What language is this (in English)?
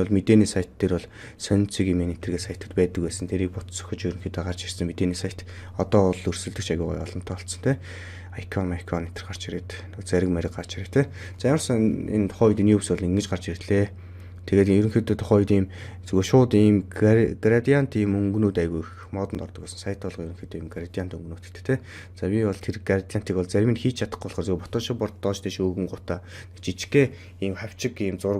Mongolian